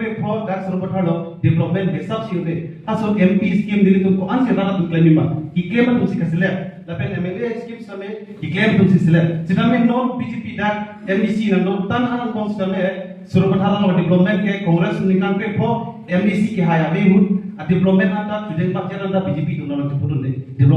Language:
Karbi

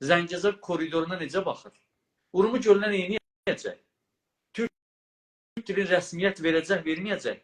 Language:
South Azerbaijani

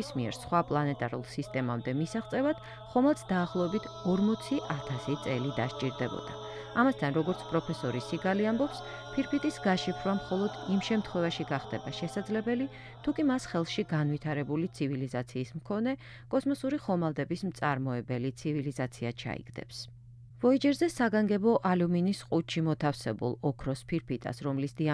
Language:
Georgian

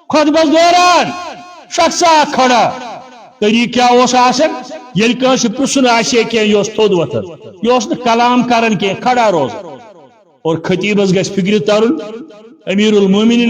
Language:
Kashmiri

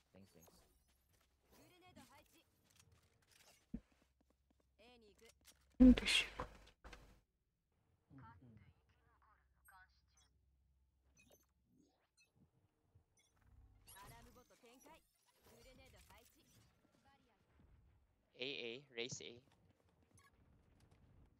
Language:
Japanese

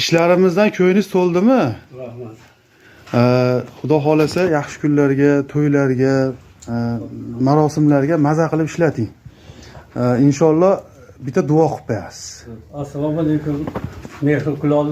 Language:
Uzbek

